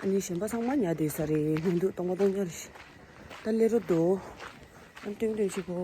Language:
Tibetan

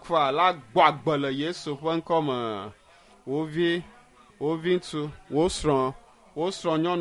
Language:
Ewe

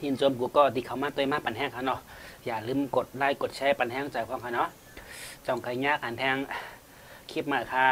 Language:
Shan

